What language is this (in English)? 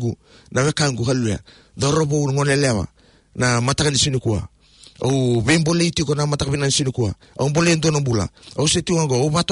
Fijian